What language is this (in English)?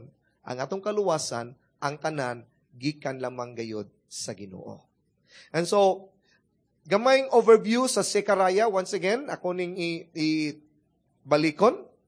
Cebuano